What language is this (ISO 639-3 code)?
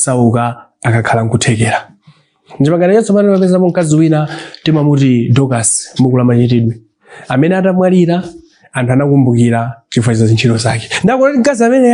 nya